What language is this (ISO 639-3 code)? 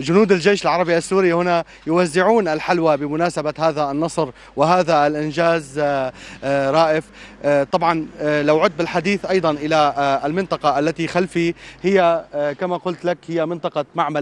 ara